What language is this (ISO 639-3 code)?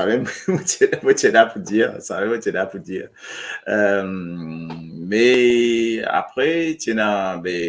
mfe